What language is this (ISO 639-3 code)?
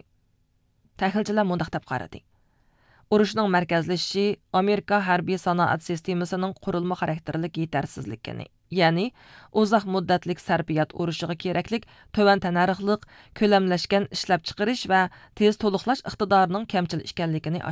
uig